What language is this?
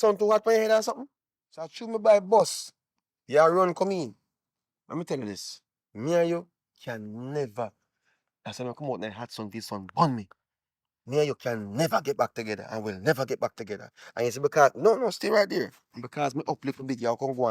Jamaican Creole English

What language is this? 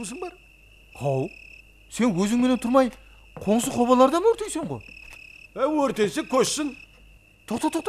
Kara-Kalpak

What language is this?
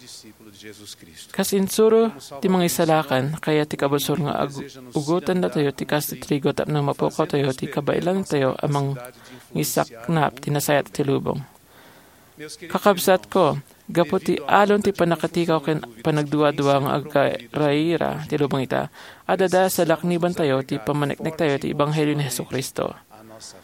Iloko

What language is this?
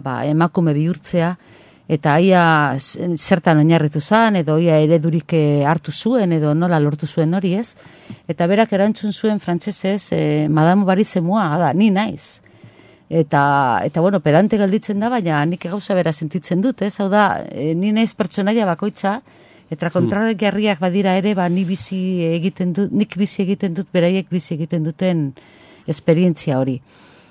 Basque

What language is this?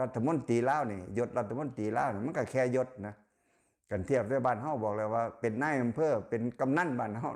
Lao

